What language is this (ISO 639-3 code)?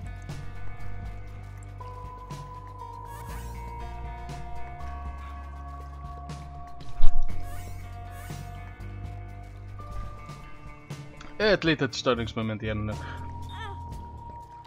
swe